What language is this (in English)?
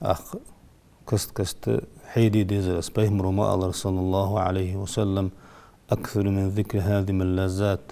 Ingush